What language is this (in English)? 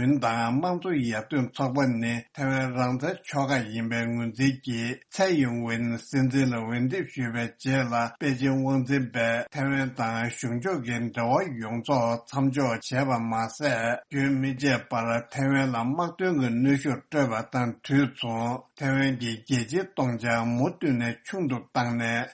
Tibetan